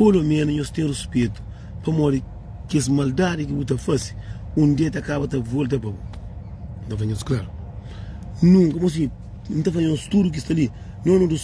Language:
Kabuverdianu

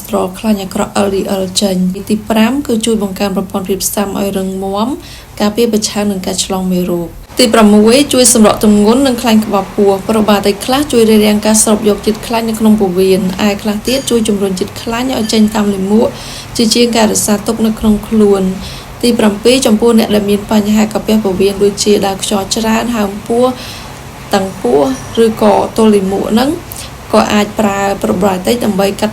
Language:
Khmer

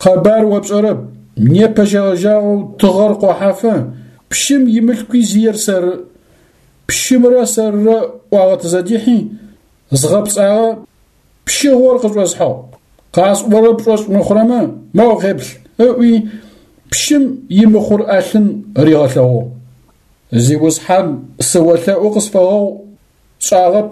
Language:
Adyghe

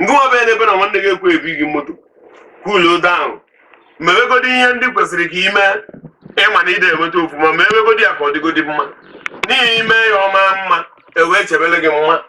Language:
Igbo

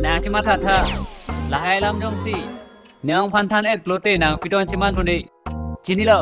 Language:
Karbi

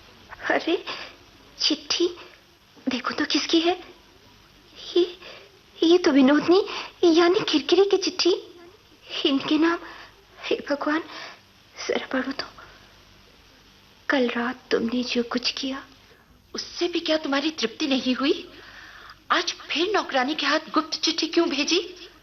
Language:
Hindi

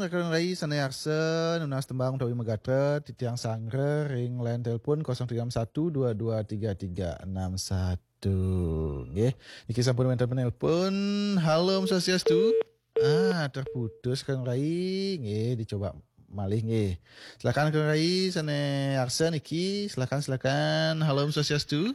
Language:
Balinese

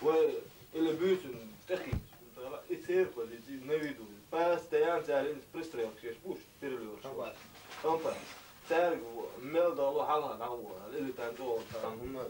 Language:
Chechen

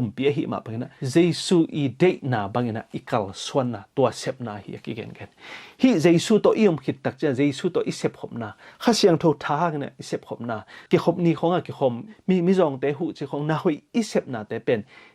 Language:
Tedim Chin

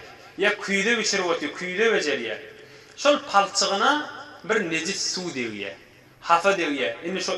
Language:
Turkmen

